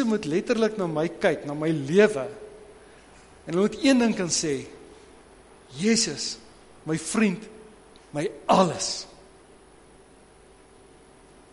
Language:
Afrikaans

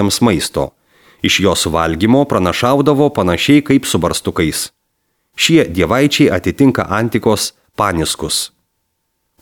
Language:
Lithuanian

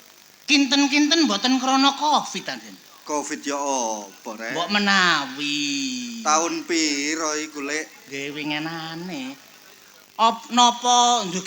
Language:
Javanese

